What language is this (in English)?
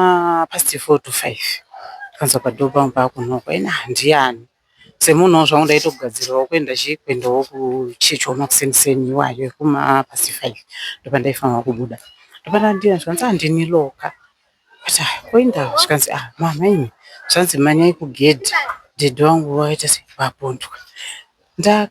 Shona